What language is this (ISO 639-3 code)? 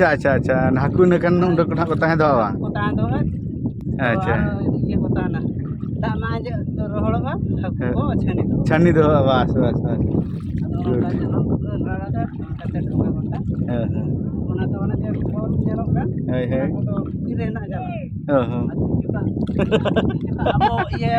sat